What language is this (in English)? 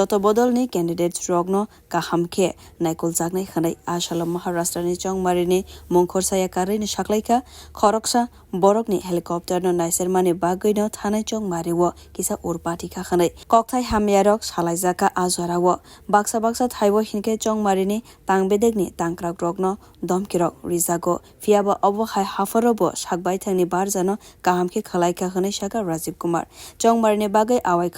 Kok Borok